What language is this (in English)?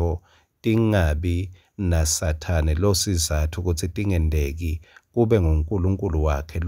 Swati